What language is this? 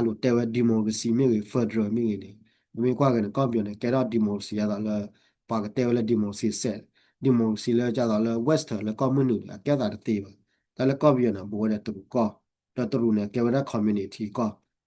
S'gaw Karen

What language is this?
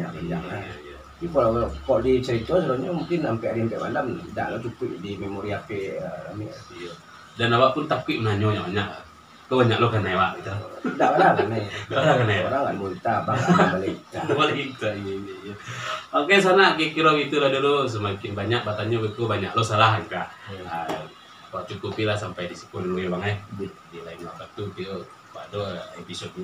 Minangkabau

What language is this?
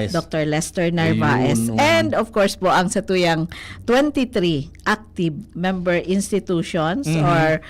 Bikol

